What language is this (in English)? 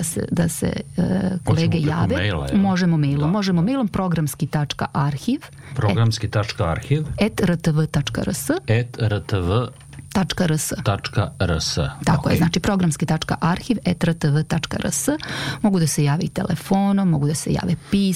Serbian